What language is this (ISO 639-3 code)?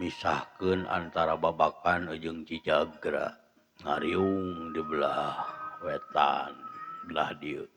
sun